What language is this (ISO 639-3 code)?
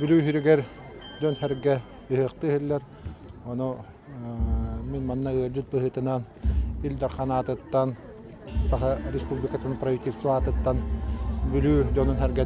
sah